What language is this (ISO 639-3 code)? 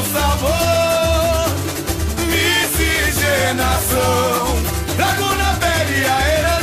por